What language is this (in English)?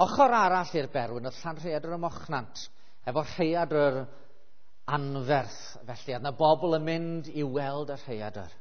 Welsh